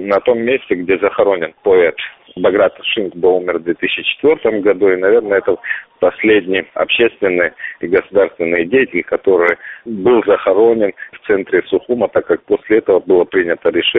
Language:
Russian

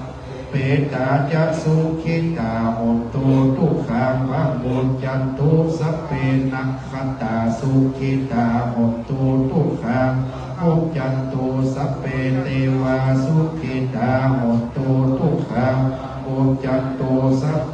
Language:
Pali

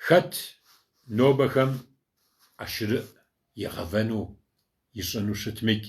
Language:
Kabardian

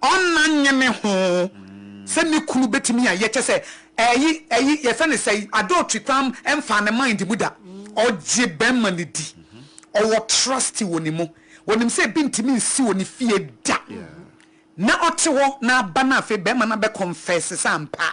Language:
Akan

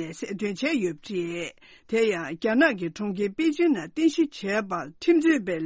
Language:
Tibetan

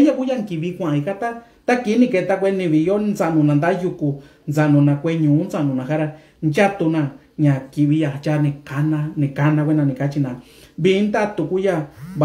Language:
Mixtepec Mixtec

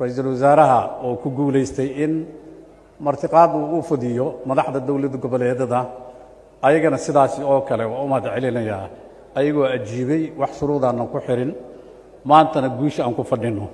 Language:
Somali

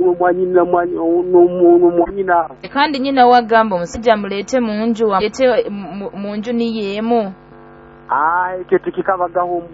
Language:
Nyoro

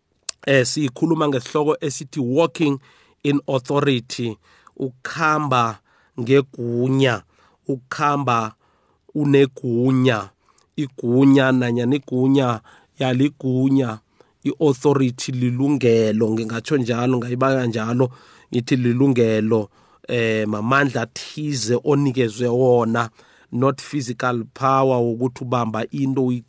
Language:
South Ndebele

